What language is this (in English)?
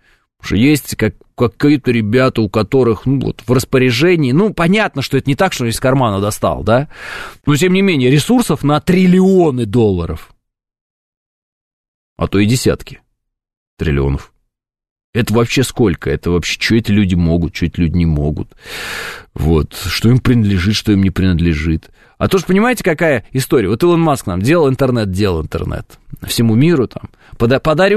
Russian